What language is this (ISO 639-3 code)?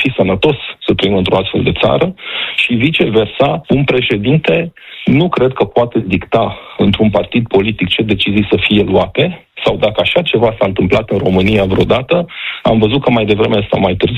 ron